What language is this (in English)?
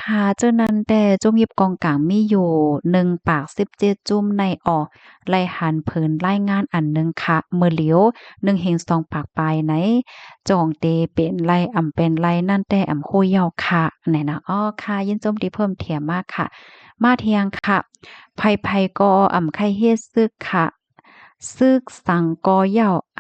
Shan